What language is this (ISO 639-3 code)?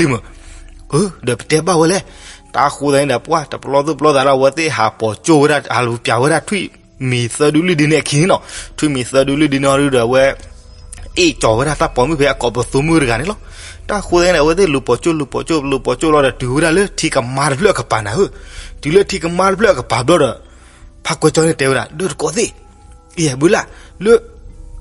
ksw